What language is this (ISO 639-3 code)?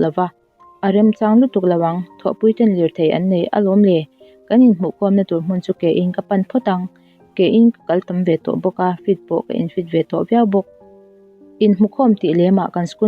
lus